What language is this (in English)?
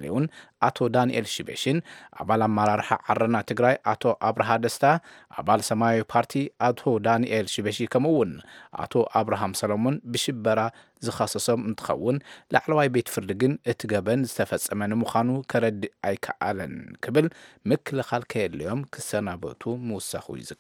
Tigrinya